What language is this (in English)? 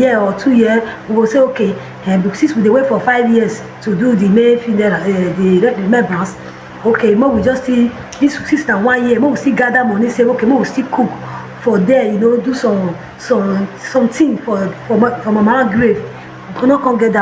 Nigerian Pidgin